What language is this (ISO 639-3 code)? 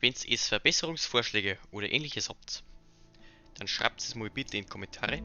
bar